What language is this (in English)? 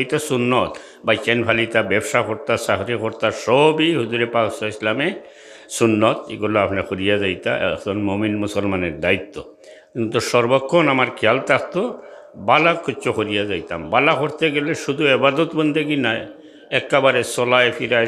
Sylheti